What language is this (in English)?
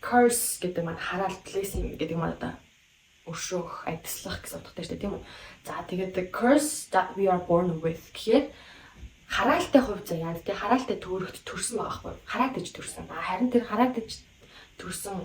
Mongolian